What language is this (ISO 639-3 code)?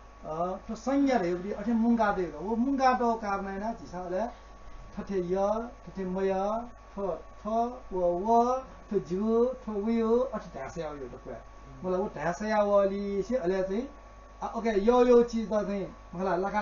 new